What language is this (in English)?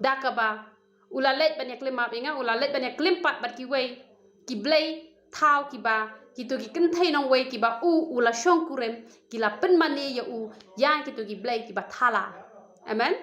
Khasi